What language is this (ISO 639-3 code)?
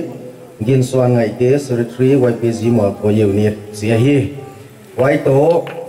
pck